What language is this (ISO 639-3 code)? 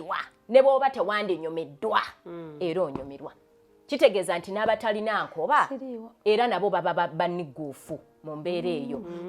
lug